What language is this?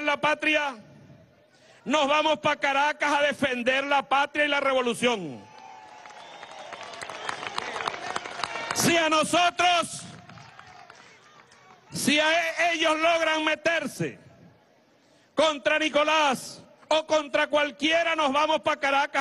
Spanish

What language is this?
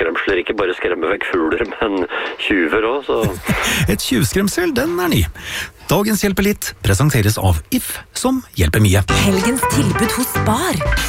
Norwegian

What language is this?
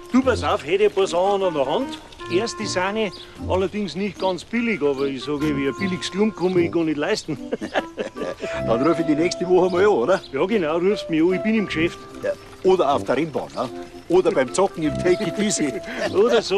Bavarian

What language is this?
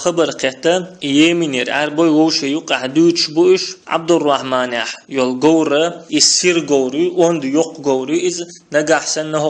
Chechen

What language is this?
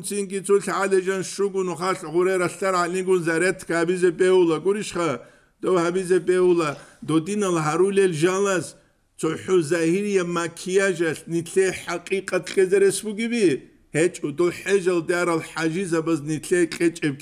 Avaric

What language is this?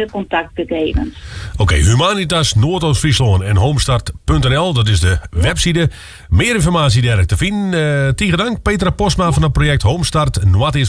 Western Frisian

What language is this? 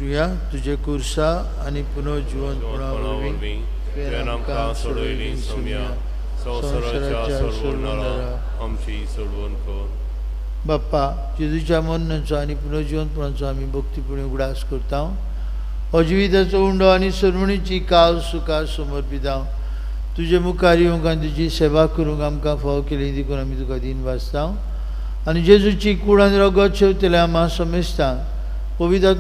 Konkani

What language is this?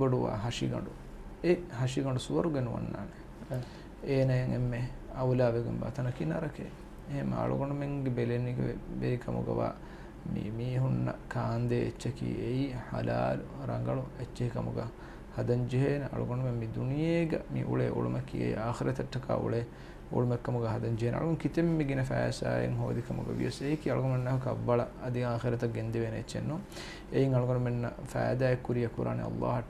Divehi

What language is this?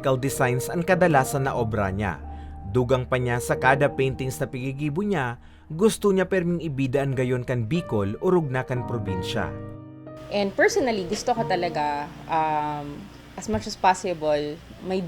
Bikol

